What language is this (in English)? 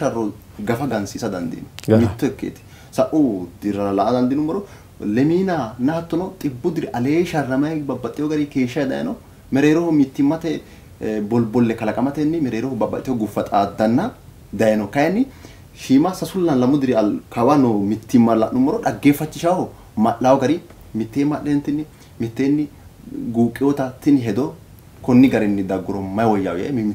Sidamo